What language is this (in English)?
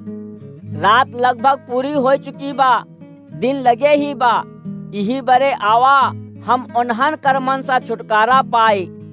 Awadhi